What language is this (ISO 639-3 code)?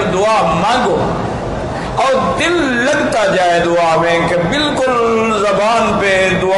urd